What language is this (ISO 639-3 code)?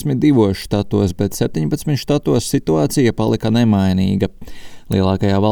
lav